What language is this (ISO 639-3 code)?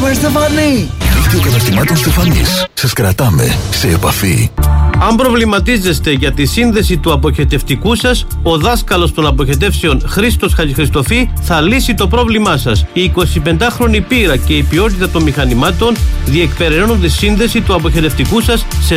ell